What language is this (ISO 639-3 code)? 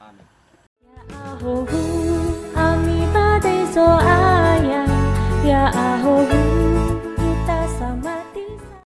nia